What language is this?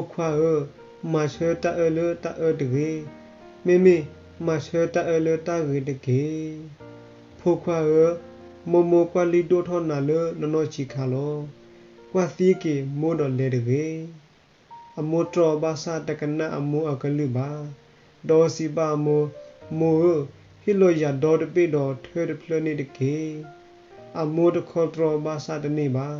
S'gaw Karen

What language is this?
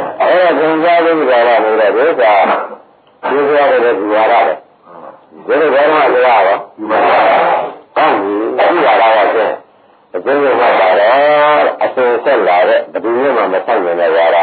Burmese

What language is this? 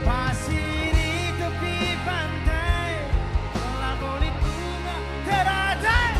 Batak Karo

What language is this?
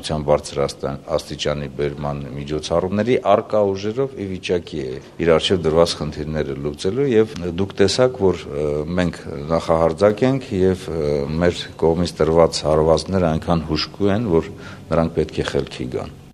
Armenian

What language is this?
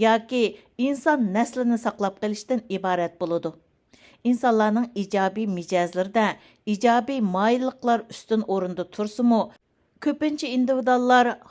Uyghur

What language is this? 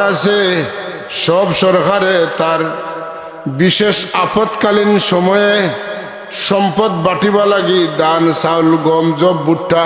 Sylheti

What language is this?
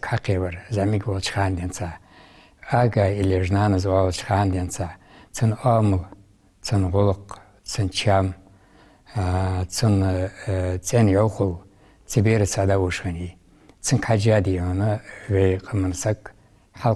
Ingush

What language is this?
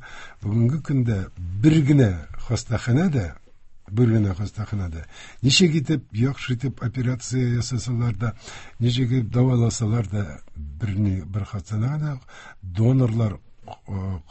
Tatar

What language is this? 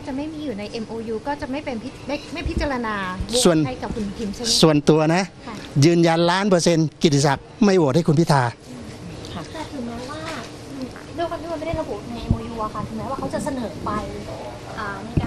Thai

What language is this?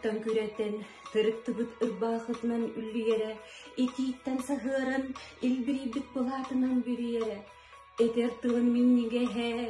Yakut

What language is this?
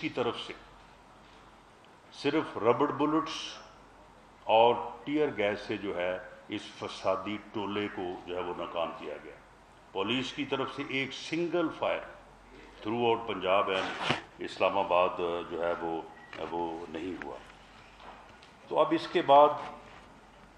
Urdu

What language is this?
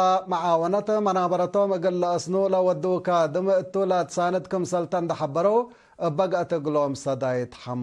Tigre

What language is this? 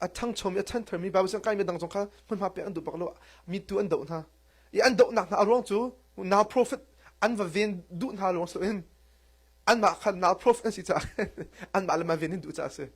Hakha Chin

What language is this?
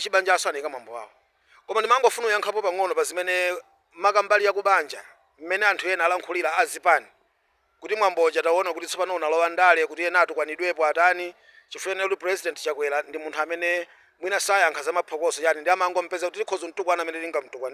Nyanja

